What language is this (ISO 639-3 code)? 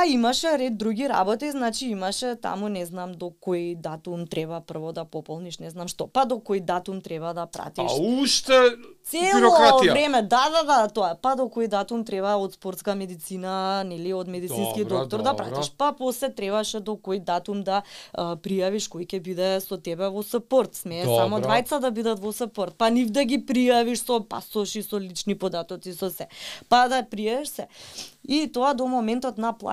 mkd